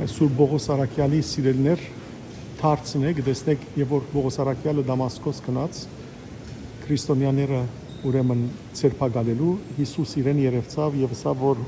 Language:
Western Armenian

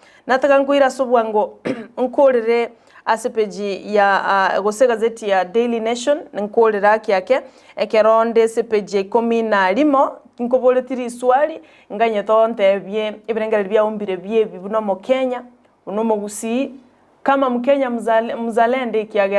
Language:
Gusii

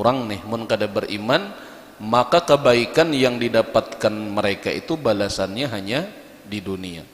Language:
Banjar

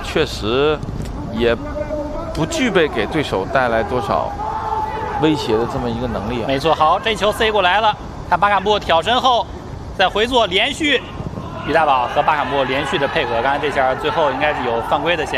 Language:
Chinese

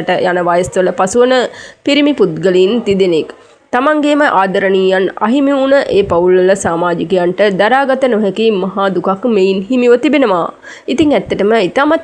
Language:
Sinhala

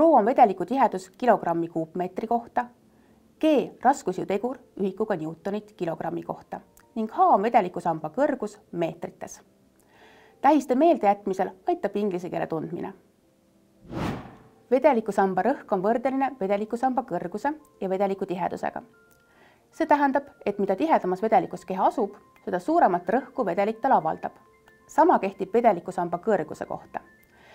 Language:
Estonian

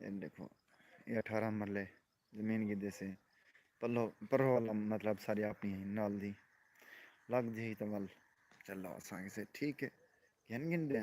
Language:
Saraiki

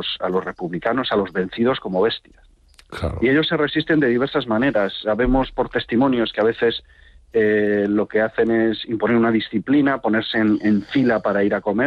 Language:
Spanish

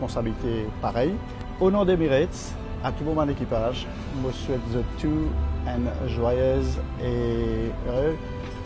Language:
Morisyen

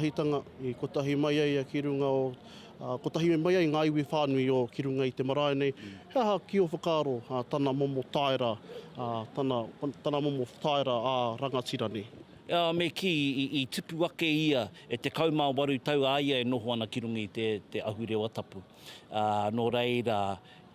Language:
Māori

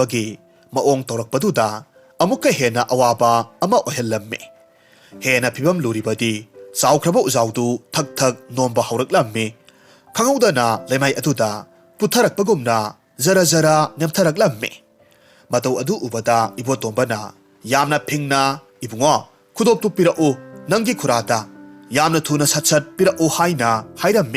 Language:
Manipuri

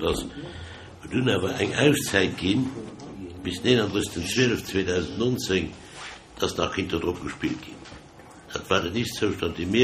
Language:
Luxembourgish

